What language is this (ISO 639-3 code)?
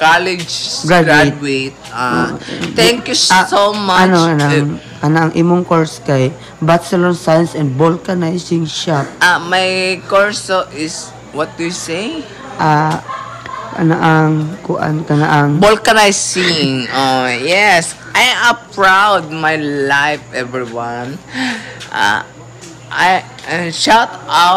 ceb